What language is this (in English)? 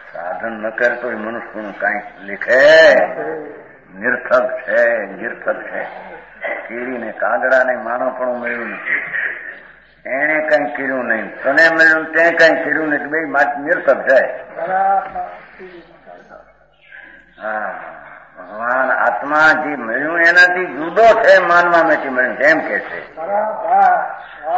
Gujarati